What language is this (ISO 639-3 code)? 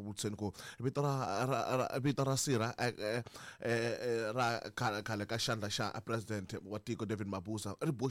tso